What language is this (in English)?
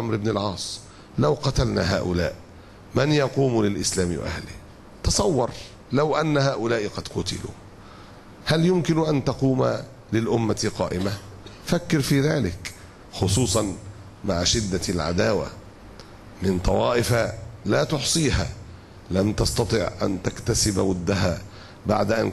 Arabic